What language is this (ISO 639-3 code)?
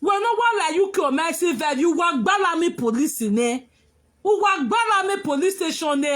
pcm